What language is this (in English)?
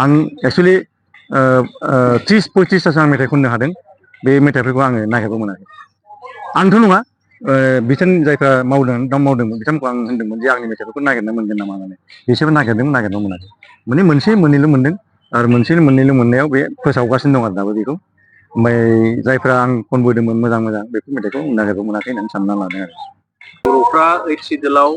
Bodo